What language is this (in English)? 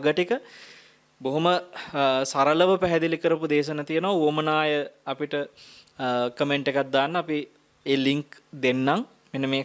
Sinhala